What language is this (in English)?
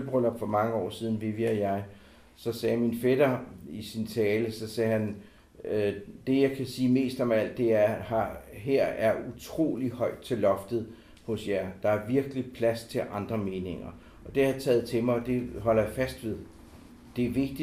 Danish